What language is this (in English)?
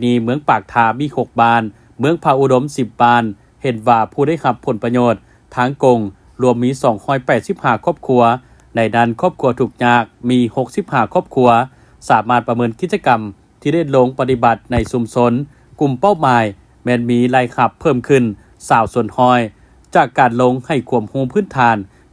Lao